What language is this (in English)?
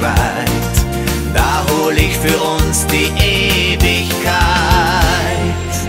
German